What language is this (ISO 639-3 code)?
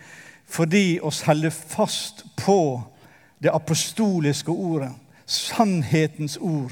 nor